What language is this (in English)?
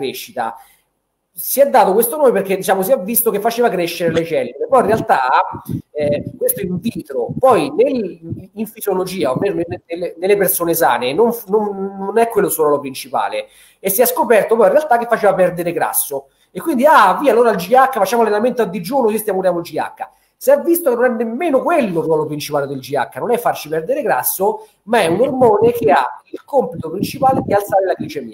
Italian